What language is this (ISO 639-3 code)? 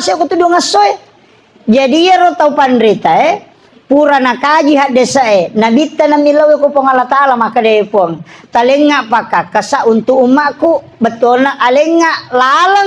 bug